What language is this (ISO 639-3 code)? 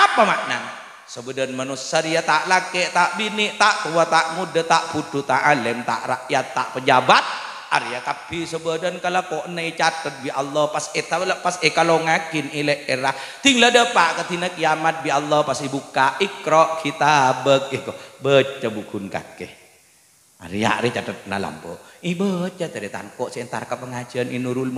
mad